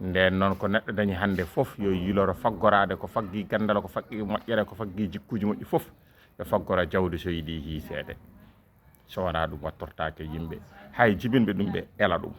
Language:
Fula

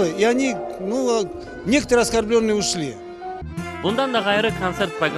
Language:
Crimean Tatar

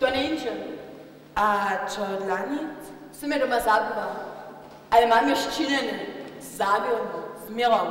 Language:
Upper Sorbian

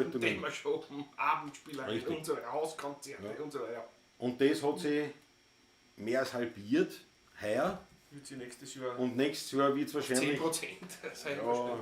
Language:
Bavarian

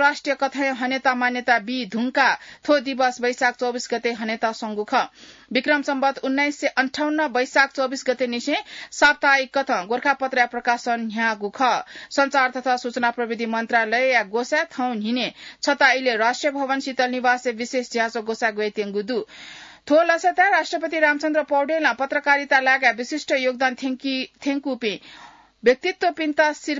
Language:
Newari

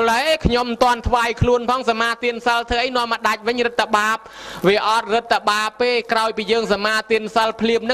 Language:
Khmer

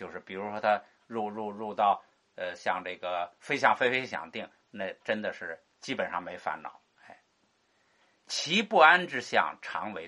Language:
Chinese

